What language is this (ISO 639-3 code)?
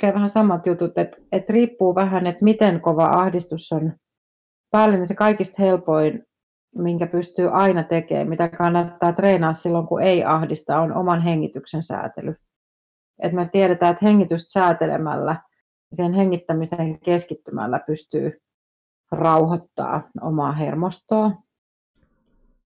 fin